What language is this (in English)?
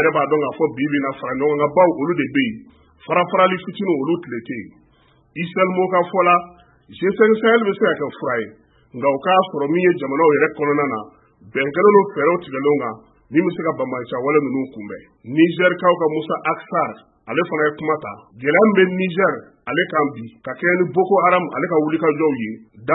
Bambara